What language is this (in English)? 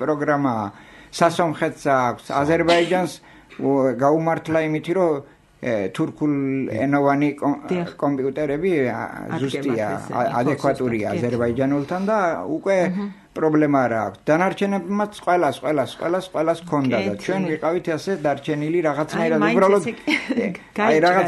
Georgian